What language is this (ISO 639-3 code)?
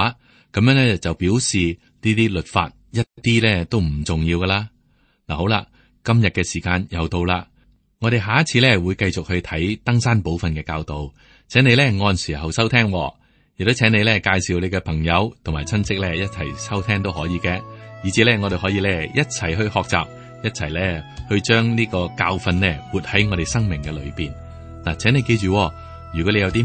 yue